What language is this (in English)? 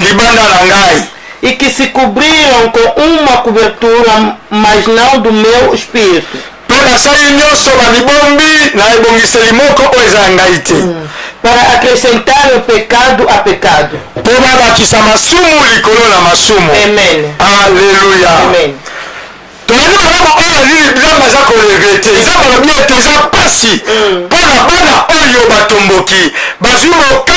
Lingala